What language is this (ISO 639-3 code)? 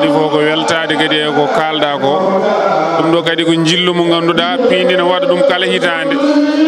ful